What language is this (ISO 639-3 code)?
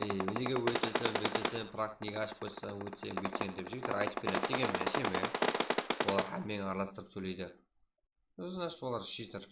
kaa